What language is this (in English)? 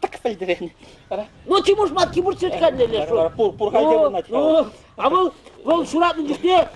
Chuvash